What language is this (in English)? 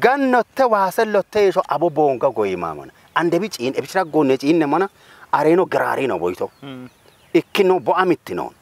Kafa